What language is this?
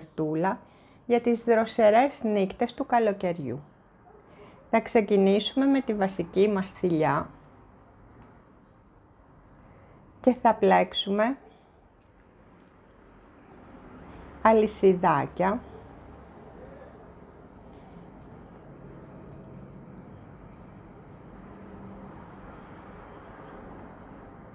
Greek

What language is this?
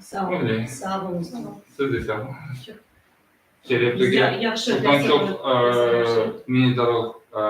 Crimean Tatar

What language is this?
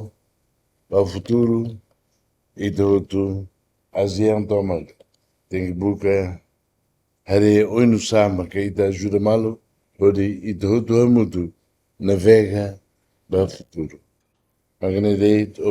Tetum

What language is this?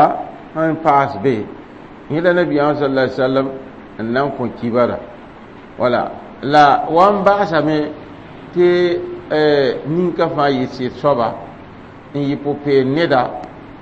Mossi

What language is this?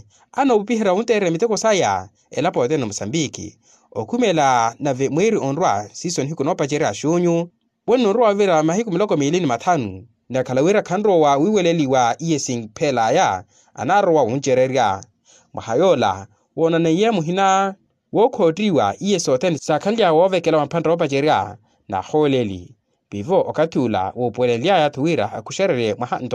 Makhuwa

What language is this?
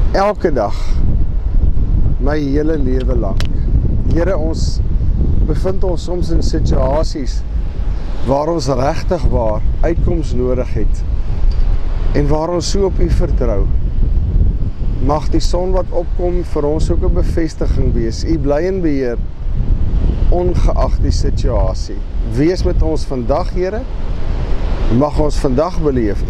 Afrikaans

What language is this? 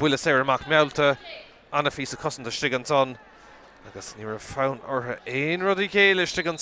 Irish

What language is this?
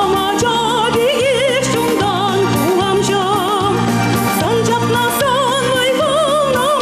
Chuvash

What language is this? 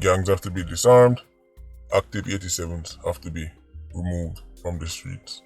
Jamaican Creole English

